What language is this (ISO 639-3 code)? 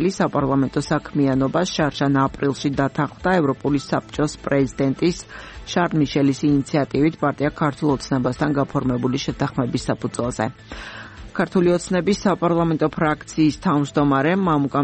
kat